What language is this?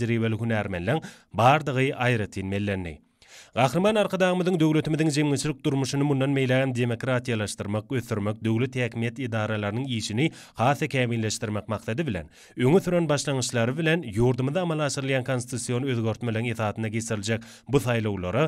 Turkmen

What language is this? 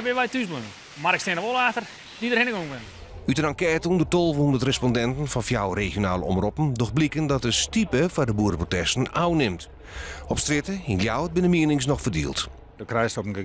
Western Frisian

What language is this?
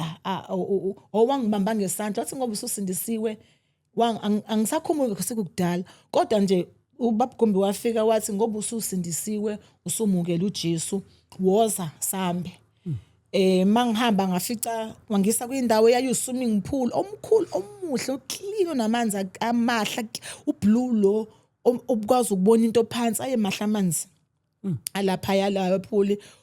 Zulu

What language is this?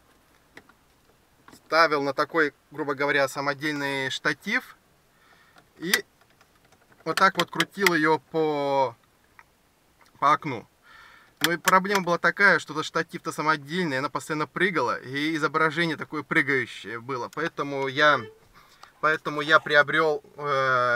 Russian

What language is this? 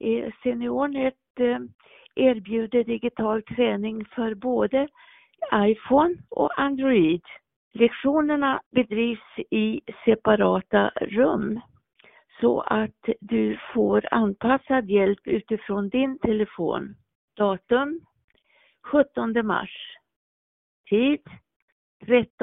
Swedish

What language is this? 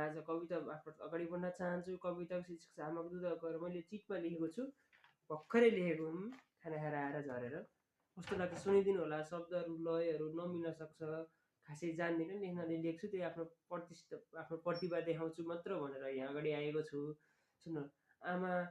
Nepali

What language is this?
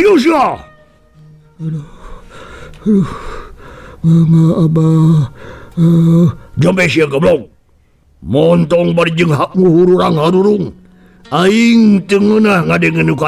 Sundanese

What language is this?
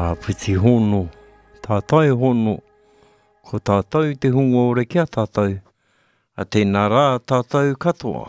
Māori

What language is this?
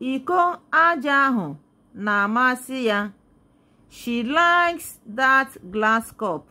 Igbo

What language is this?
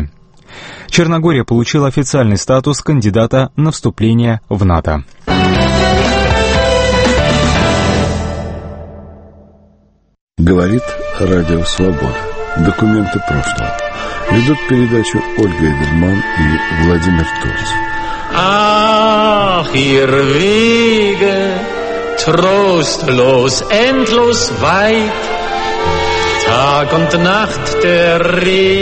Russian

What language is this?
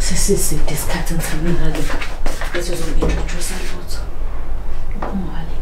Shona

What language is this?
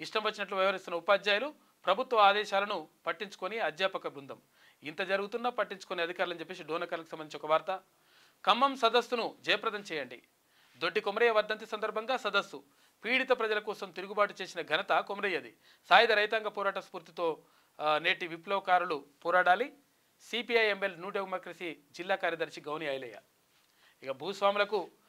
Telugu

